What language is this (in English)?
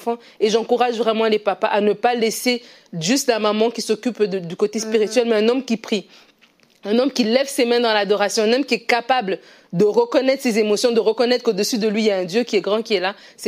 French